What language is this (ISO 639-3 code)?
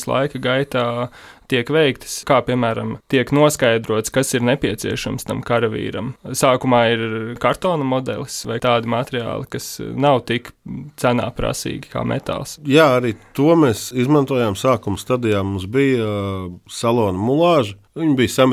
lav